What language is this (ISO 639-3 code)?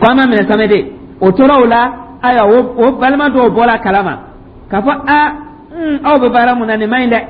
dyu